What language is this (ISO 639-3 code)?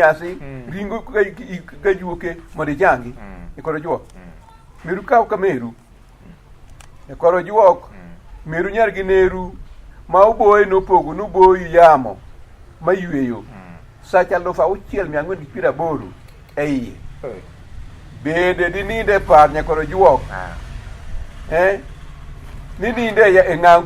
luo